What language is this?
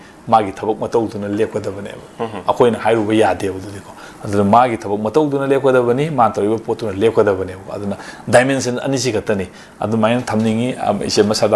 Manipuri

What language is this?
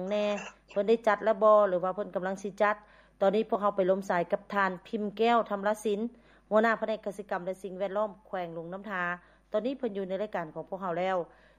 Lao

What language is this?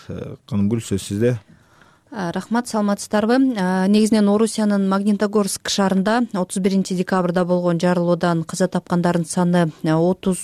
Kyrgyz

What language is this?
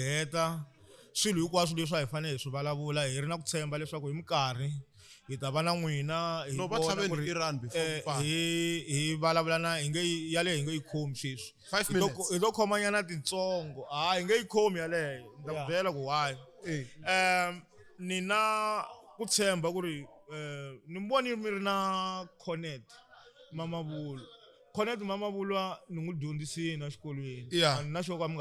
Tsonga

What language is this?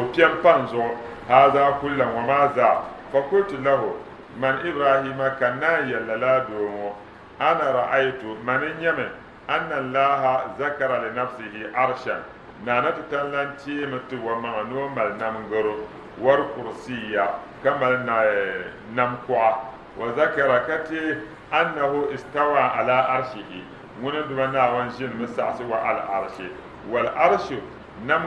Dagbani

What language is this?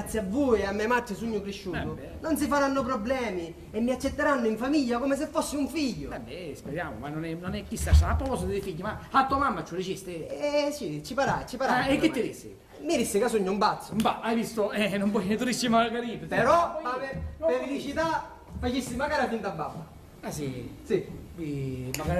Sicilian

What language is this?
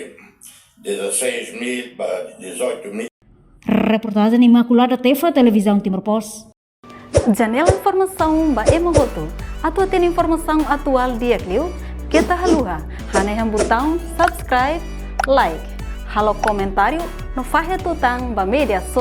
Tetum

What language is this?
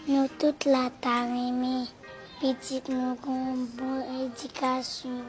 Haitian Creole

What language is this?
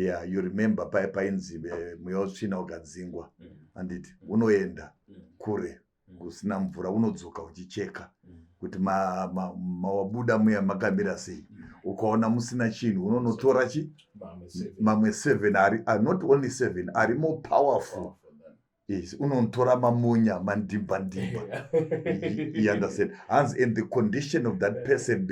Shona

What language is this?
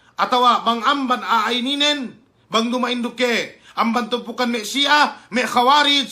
Yakan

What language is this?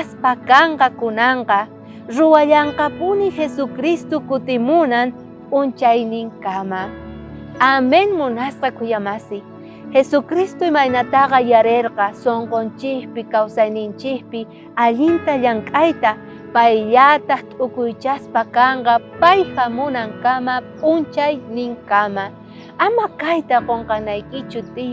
South Bolivian Quechua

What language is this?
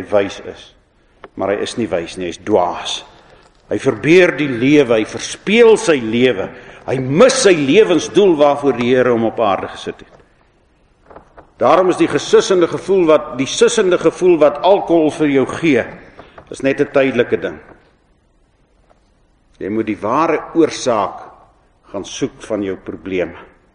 Afrikaans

